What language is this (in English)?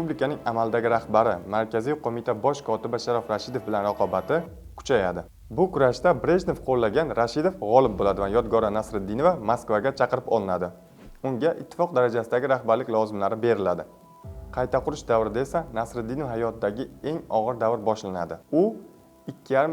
Uzbek